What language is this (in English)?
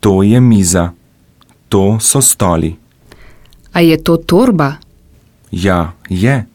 Slovenian